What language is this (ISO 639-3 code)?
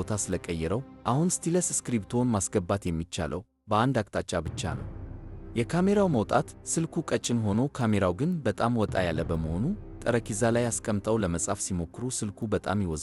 amh